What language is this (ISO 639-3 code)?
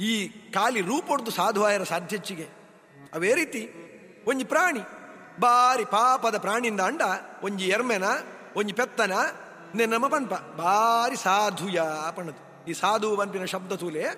tcy